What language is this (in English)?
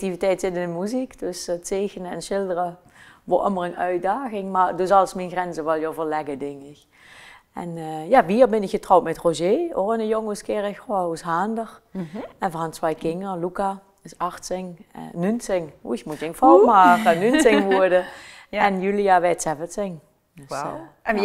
Limburgish